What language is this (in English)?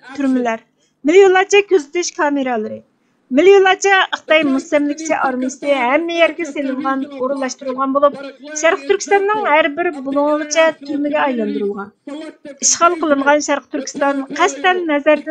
Uyghur